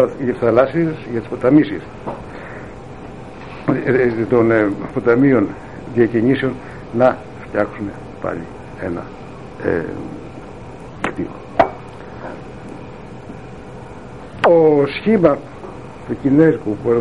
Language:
Greek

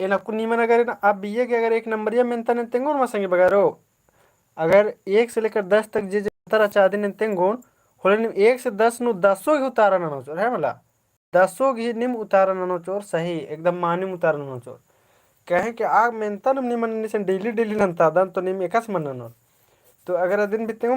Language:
Kurukh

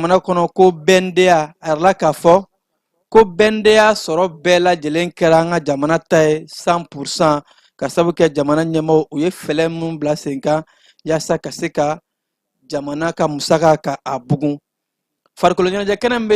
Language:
Bambara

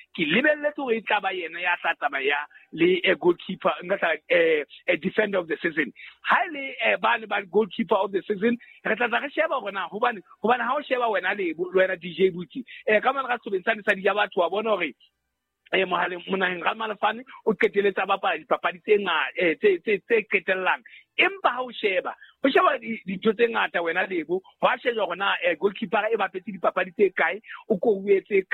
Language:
Southern Sotho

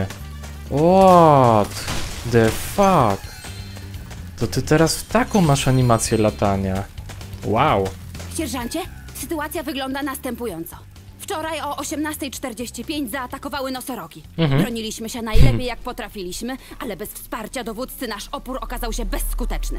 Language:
Polish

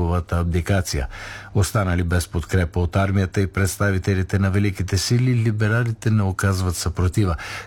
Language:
Bulgarian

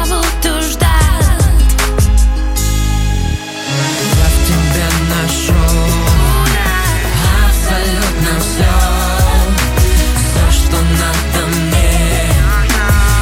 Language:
Russian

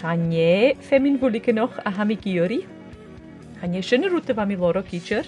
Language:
Scottish Gaelic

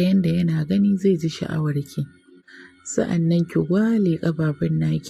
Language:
Hausa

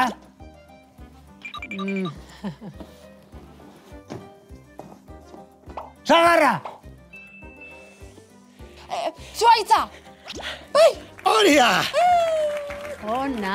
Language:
Basque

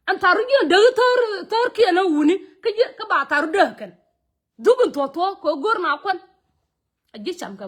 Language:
Nuer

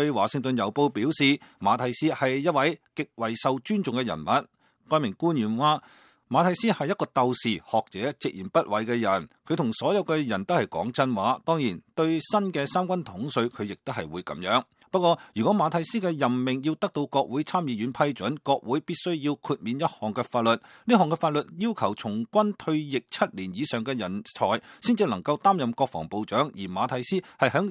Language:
Cantonese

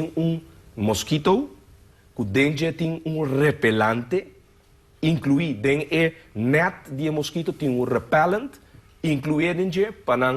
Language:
Papiamento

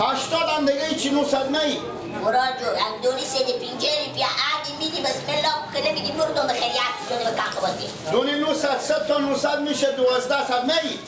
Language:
Persian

